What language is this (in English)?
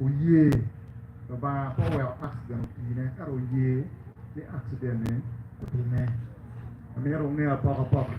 Acoli